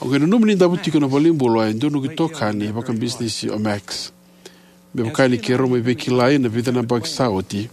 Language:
Fijian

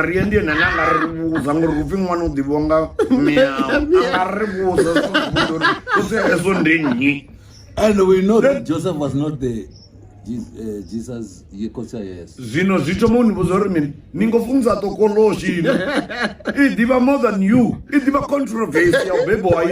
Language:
Venda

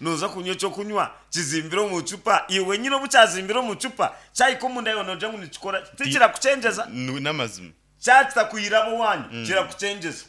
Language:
Nyankole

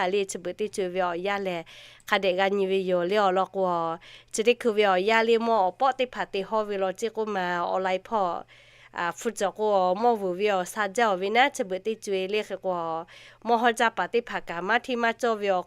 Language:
Lahu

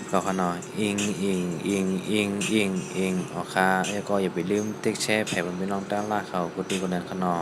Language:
Shan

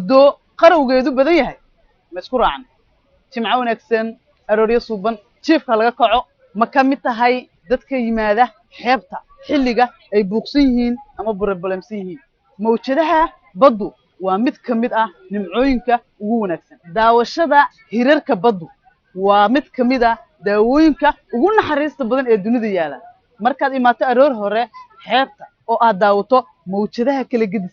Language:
Somali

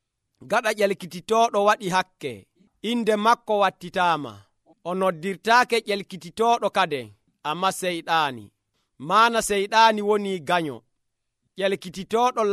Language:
Nigerian Fulfulde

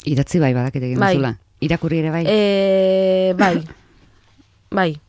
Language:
Basque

